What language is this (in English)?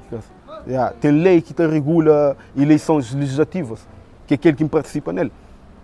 Kabuverdianu